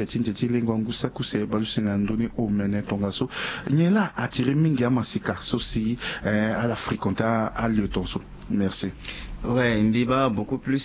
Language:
Sango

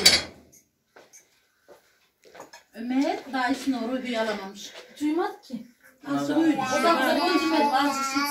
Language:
Turkish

